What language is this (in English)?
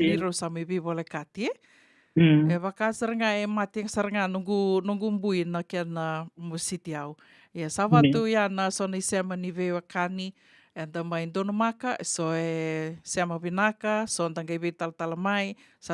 Fijian